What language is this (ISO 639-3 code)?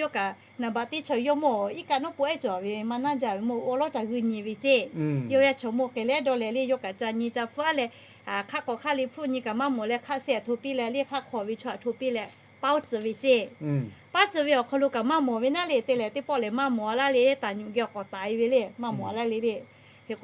lhu